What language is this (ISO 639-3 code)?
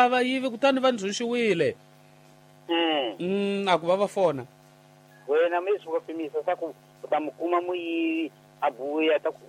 tso